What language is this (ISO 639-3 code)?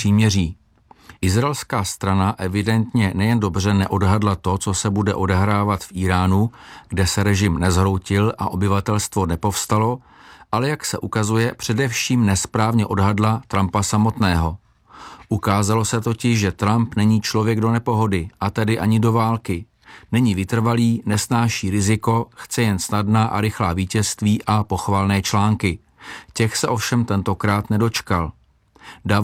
ces